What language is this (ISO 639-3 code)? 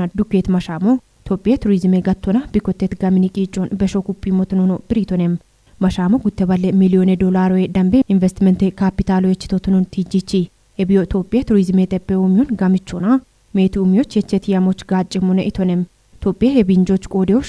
kbr